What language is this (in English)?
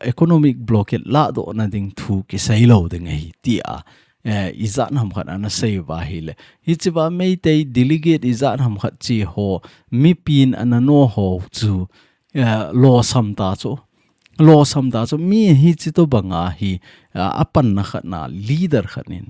Thado Chin